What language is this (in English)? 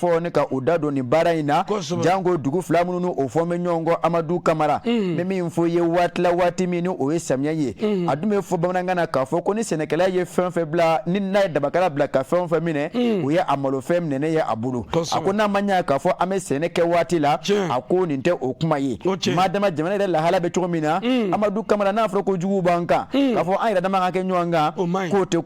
Bambara